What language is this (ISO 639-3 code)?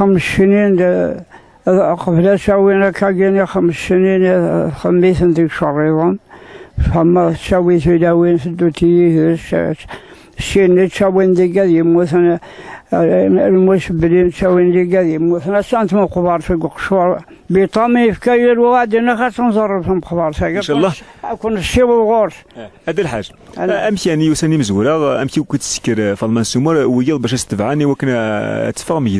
kab